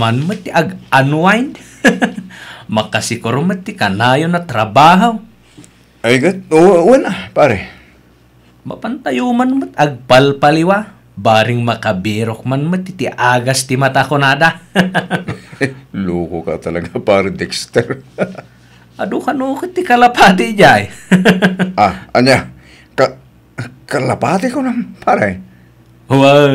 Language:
Iloko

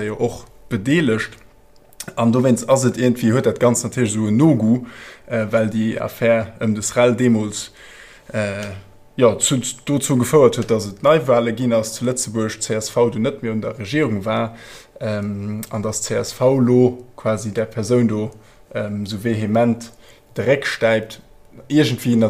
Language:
Luxembourgish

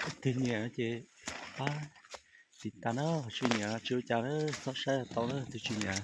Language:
Hmong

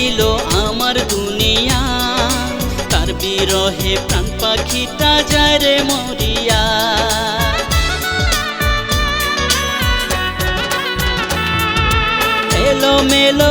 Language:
Bangla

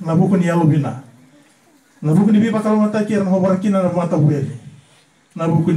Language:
Fijian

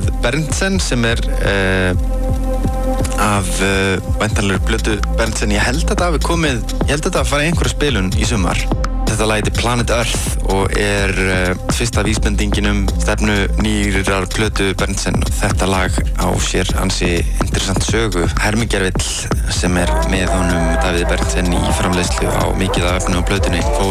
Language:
Icelandic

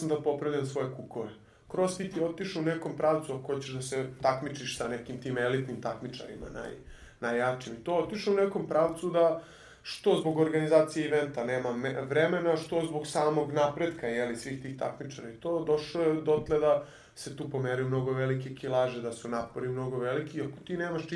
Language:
Serbian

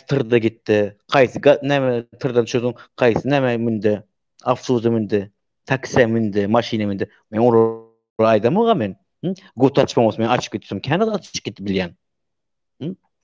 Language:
Turkmen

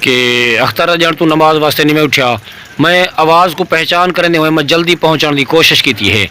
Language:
Saraiki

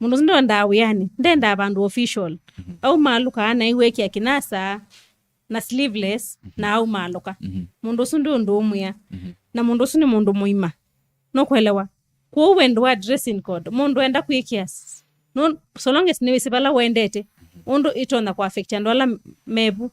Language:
Kamba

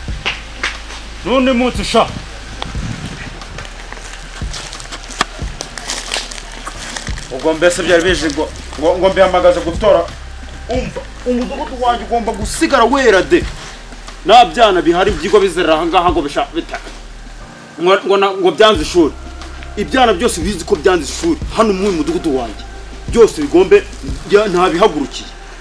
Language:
Kinyarwanda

